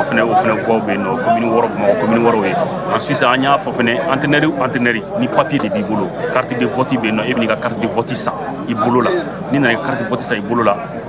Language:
Bambara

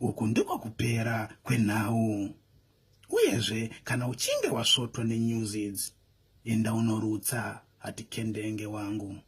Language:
Shona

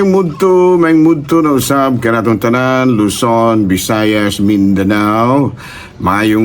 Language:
Cebuano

